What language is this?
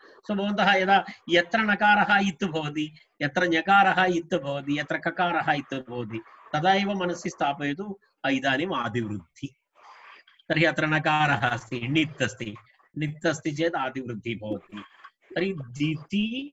Sanskrit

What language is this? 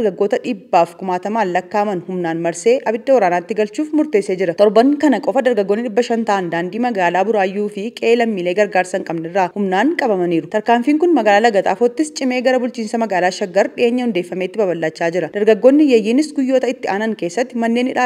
Oromo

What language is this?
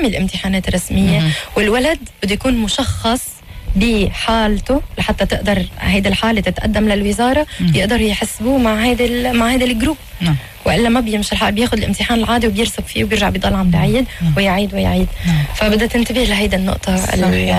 North Levantine Arabic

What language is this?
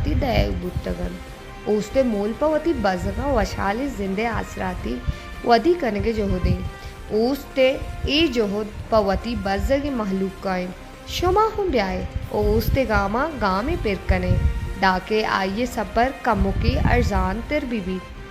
Baluchi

